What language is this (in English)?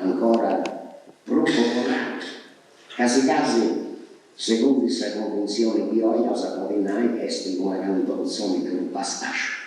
Sardinian